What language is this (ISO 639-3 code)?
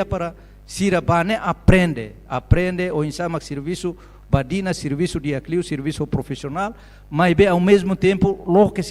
tet